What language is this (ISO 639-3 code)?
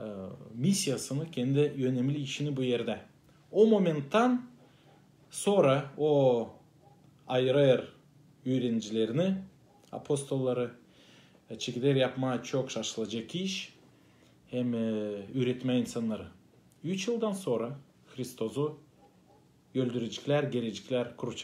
gag